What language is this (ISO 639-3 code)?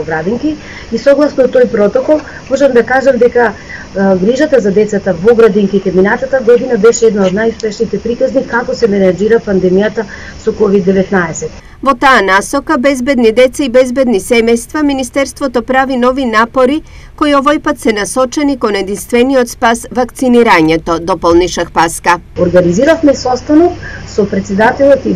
mkd